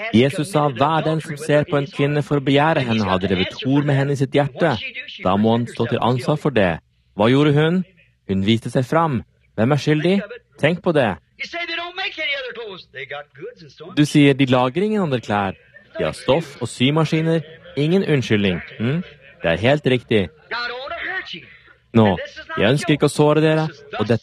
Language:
Norwegian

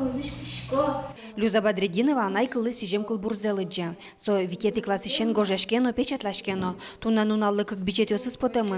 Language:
Udmurt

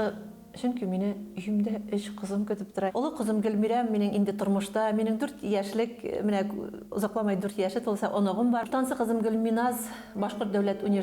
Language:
Bashkir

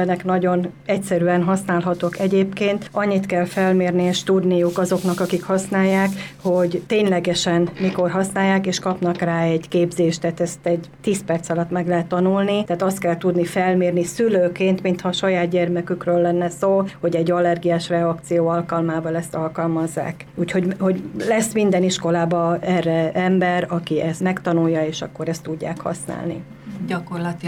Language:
Hungarian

